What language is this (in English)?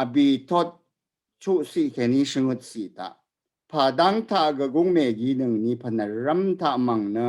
Rawang